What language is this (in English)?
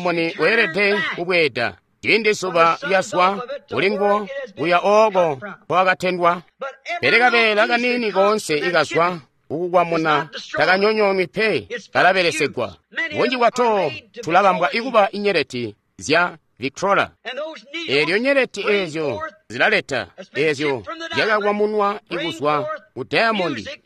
Tonga (Zambia)